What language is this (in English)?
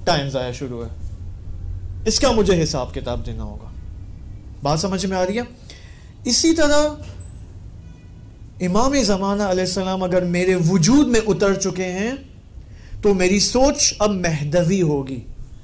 Urdu